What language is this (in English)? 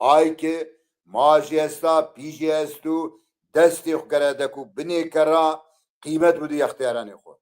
Zaza